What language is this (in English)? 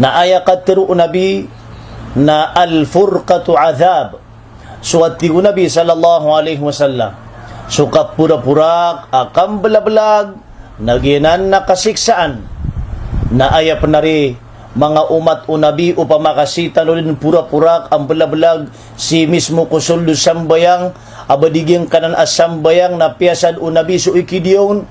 Maranao